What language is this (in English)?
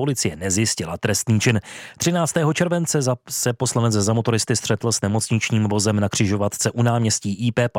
Czech